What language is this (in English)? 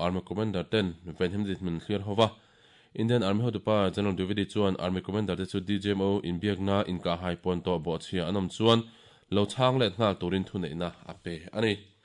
Mizo